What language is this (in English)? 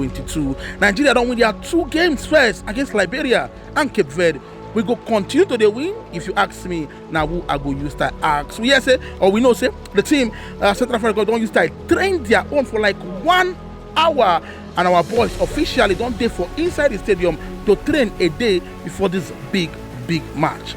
Nigerian Pidgin